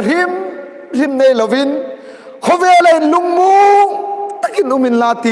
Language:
Hmar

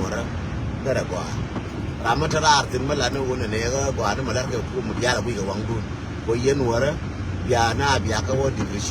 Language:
Nuer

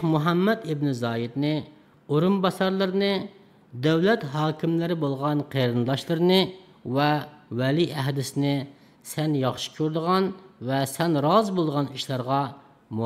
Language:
Uyghur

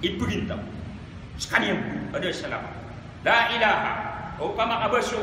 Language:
Maranao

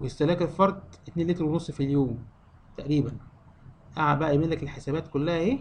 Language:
Egyptian Arabic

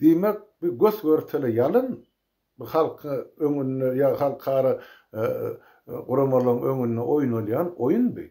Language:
Turkmen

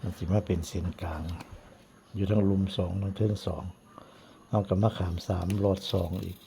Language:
Northeastern Thai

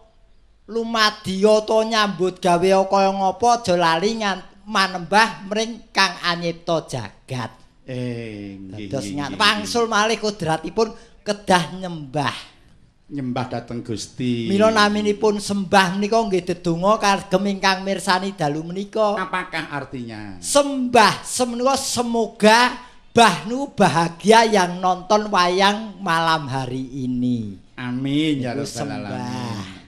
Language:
Javanese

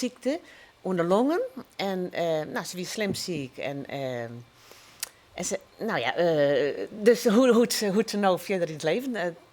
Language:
Western Frisian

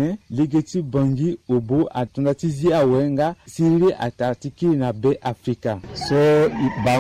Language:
Sango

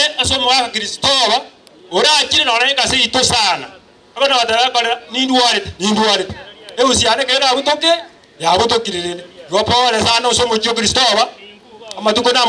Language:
Gusii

